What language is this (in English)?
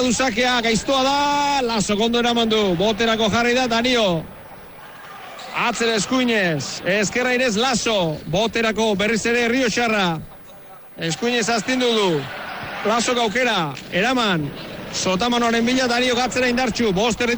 Basque